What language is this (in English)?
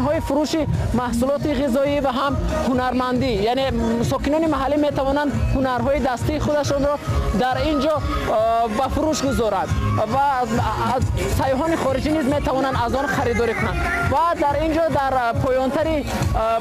Tajik